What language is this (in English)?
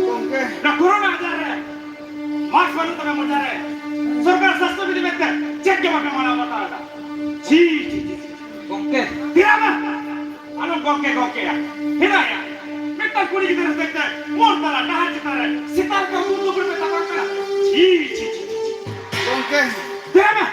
Santali